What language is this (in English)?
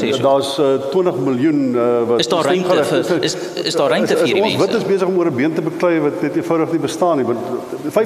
Afrikaans